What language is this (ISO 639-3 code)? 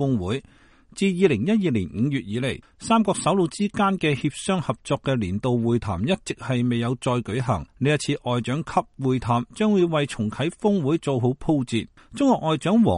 yue